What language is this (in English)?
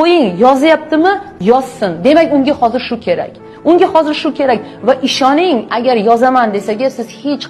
Uzbek